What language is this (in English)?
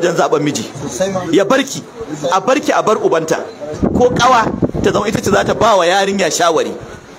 Hausa